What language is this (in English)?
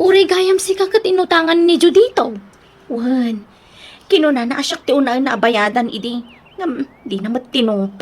Iloko